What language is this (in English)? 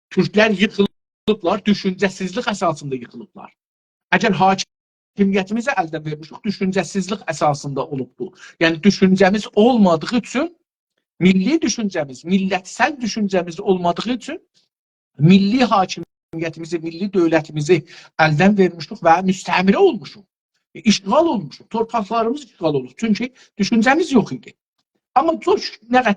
South Azerbaijani